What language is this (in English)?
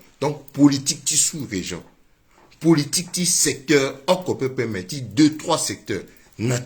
Sango